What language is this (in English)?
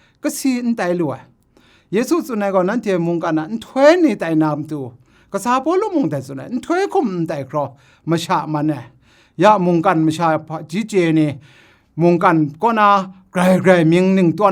Kachin